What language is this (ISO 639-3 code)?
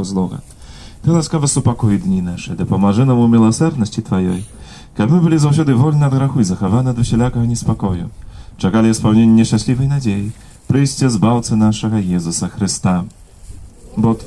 bel